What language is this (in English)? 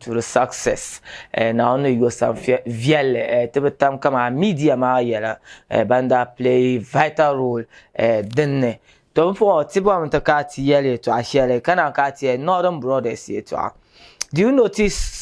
Dagbani